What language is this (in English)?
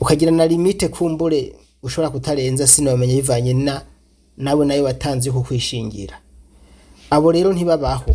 Rundi